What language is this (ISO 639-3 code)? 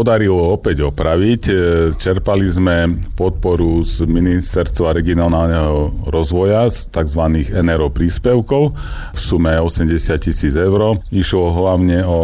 slk